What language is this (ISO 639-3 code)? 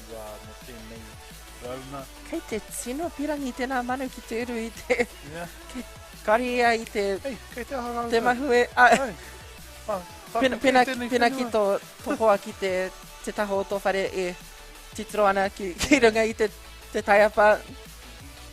mri